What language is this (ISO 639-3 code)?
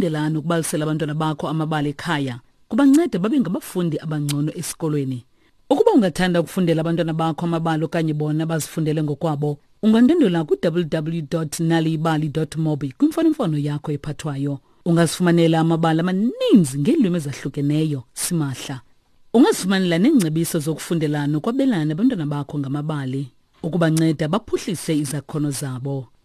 xho